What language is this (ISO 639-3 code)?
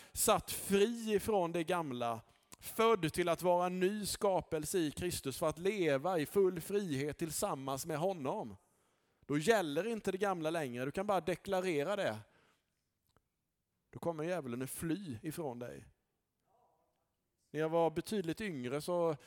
swe